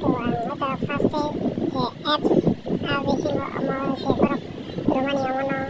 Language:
Kok Borok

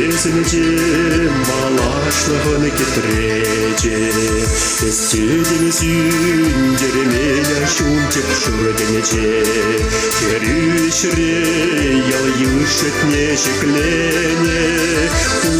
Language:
Chuvash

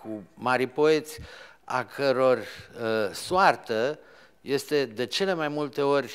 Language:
Romanian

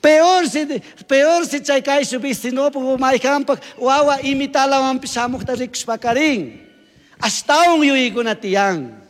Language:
Chimborazo Highland Quichua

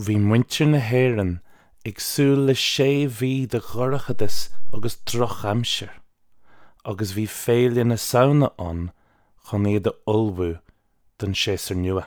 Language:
Irish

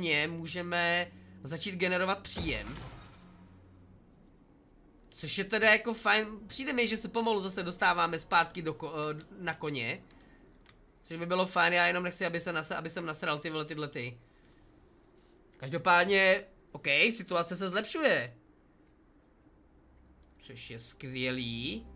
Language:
Czech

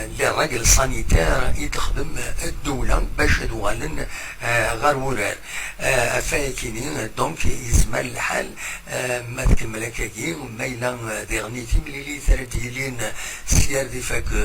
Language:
Kabyle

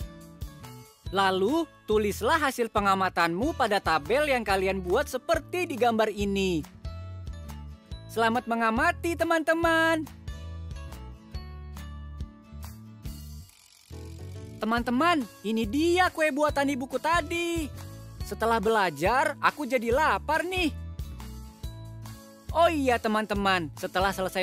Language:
Indonesian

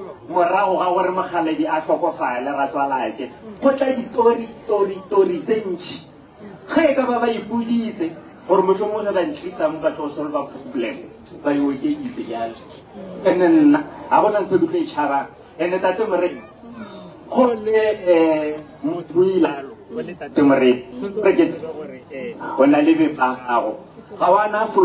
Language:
Northern Sotho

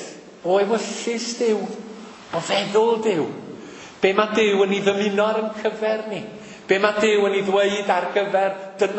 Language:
Welsh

